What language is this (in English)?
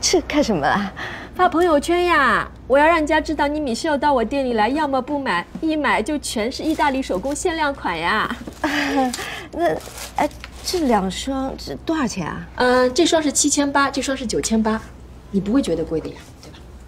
Chinese